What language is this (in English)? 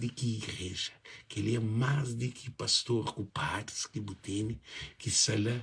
Kabuverdianu